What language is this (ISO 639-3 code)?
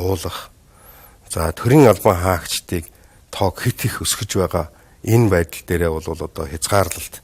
mon